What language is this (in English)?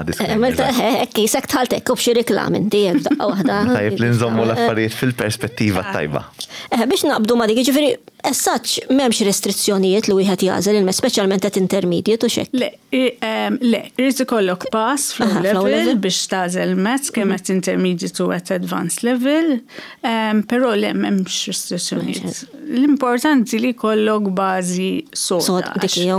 Maltese